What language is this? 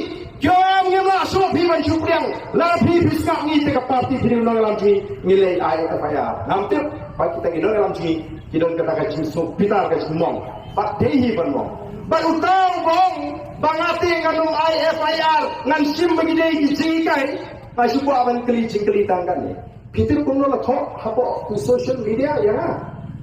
Khasi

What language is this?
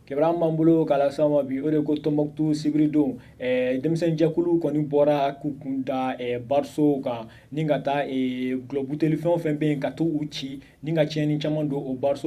Bambara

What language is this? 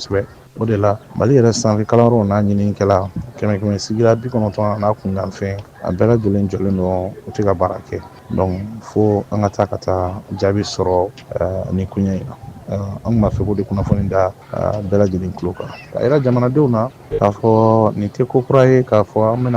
Bambara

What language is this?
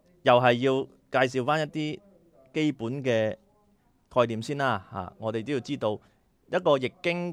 Cantonese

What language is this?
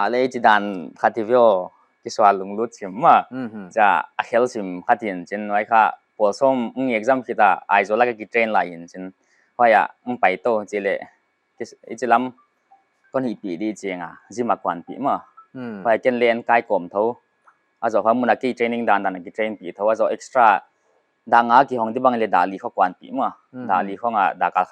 Paite Chin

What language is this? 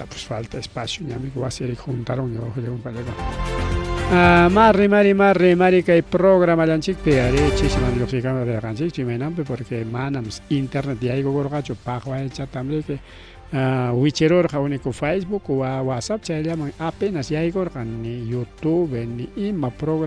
Ayacucho Quechua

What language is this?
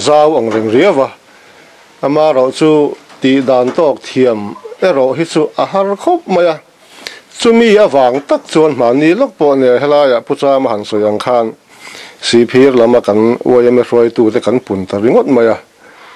Mizo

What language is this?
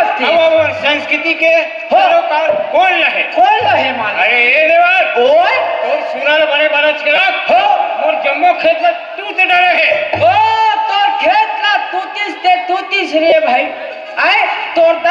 Chhattisgarhi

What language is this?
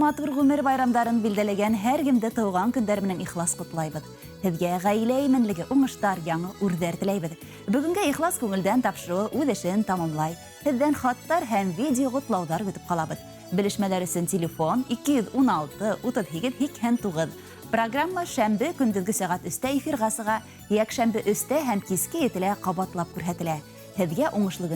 Bashkir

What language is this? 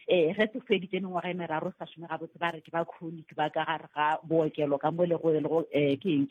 Northern Sotho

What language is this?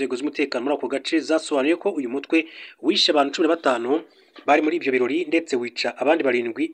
Kinyarwanda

